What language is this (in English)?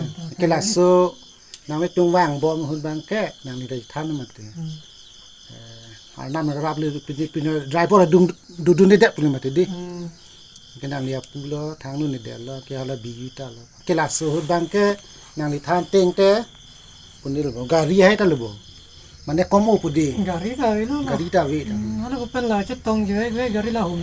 Karbi